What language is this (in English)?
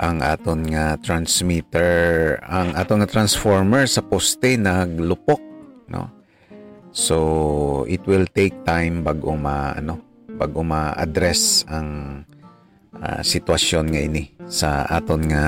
Hiligaynon